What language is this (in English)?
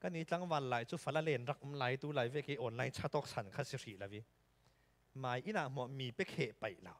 Falam Chin